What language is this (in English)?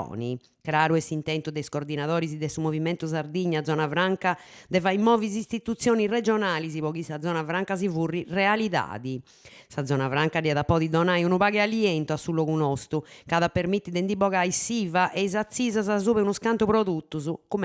Sardinian